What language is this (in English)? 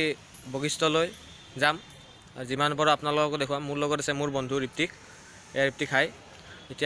Assamese